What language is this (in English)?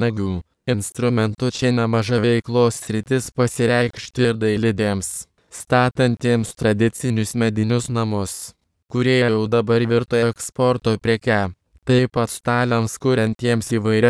Lithuanian